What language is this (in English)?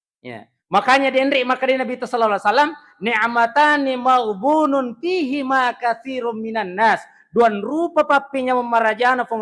Buginese